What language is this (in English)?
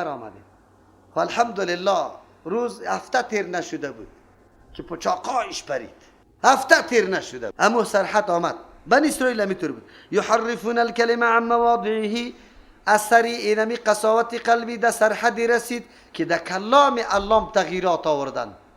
Persian